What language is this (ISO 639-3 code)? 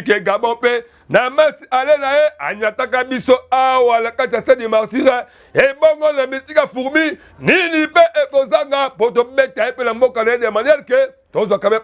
lin